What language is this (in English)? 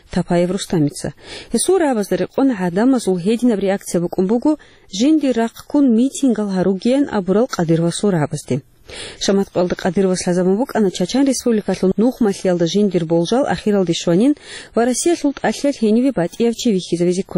Avaric